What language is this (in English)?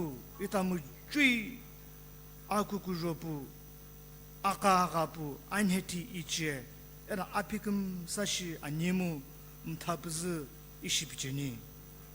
Sumi Naga